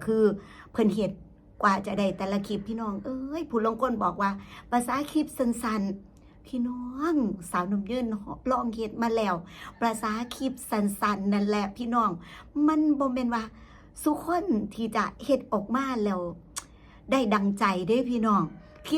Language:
Northeastern Thai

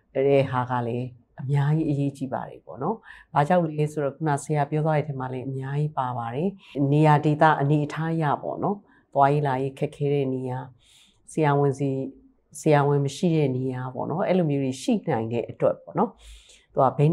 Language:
Burmese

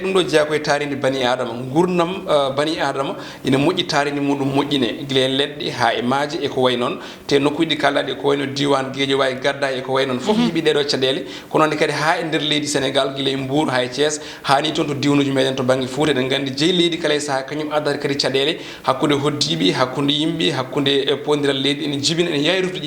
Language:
Fula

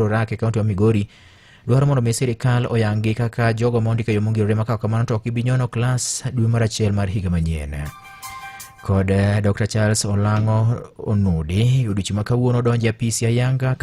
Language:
Luo (Kenya and Tanzania)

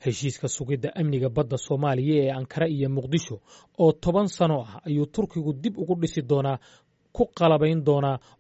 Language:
Somali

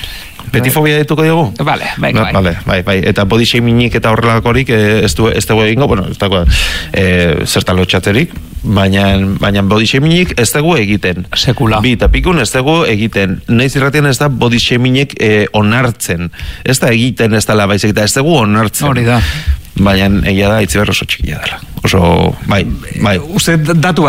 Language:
Basque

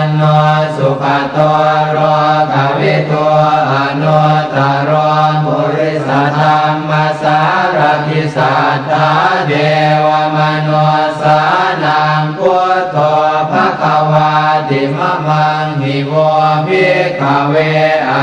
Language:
Pali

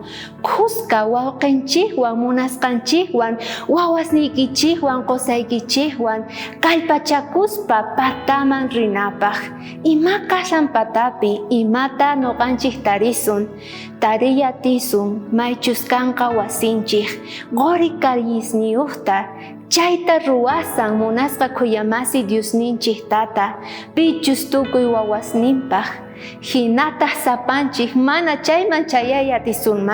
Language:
South Bolivian Quechua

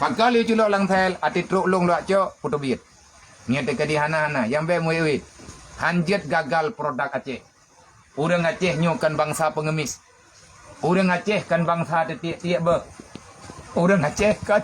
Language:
Achinese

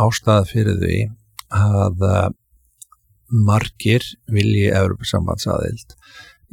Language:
Icelandic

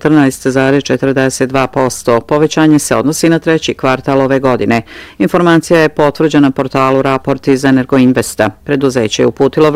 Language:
Bosnian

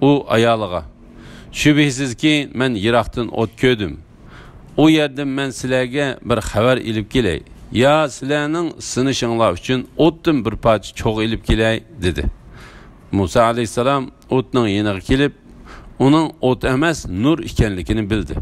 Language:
Uyghur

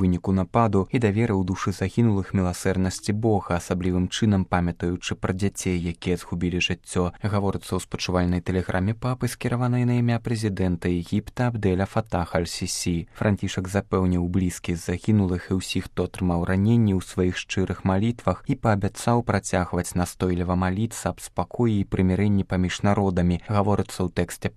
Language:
Belarusian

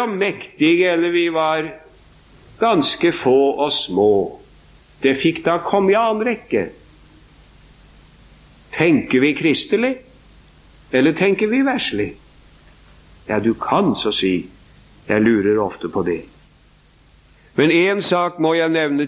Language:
Norwegian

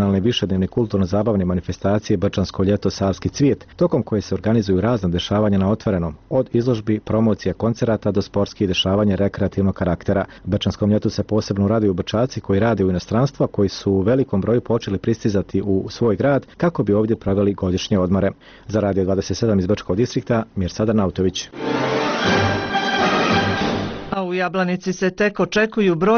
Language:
Bosnian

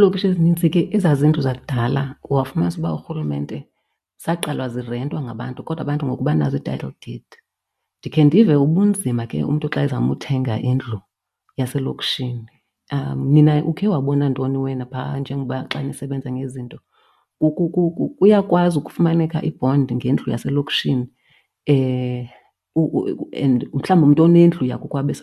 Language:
Xhosa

